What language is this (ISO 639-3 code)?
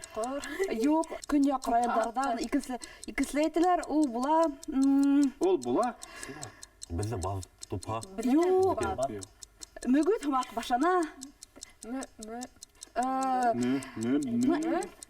bak